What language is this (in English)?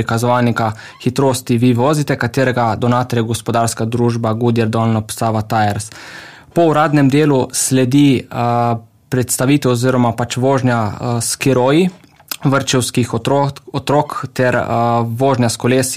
Slovenian